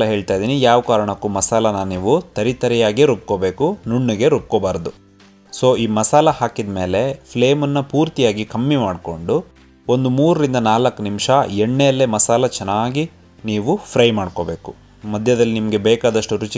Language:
Kannada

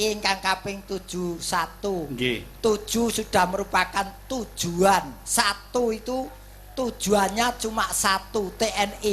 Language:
Javanese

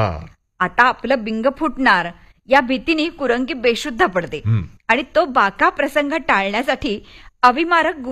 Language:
Marathi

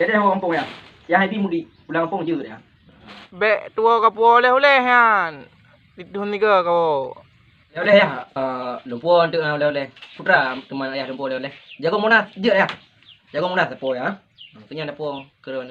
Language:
Achinese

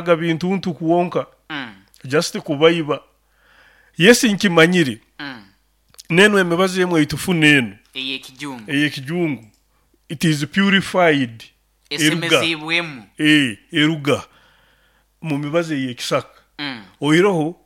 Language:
Nyoro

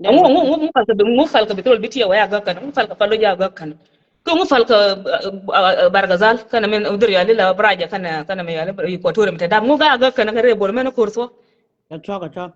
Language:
Nuer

